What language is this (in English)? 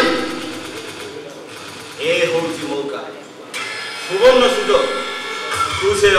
Odia